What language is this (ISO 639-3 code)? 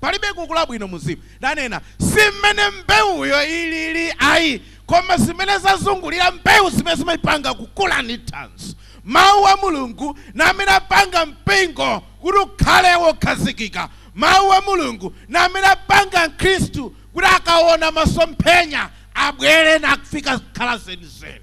nya